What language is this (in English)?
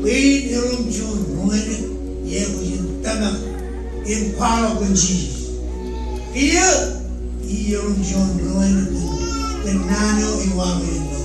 Marshallese